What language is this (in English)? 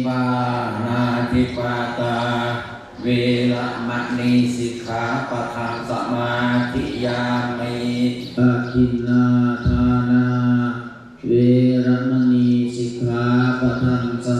Pali